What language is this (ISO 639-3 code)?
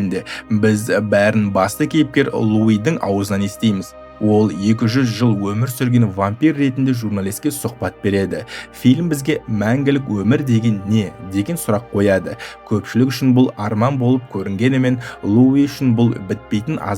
kaz